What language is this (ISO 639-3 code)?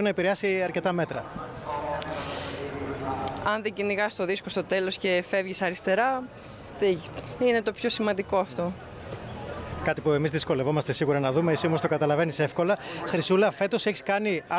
ell